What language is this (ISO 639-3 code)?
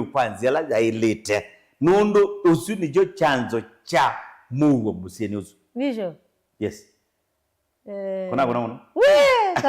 kam